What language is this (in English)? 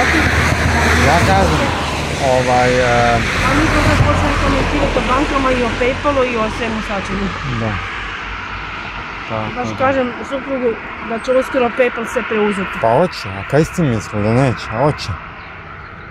Croatian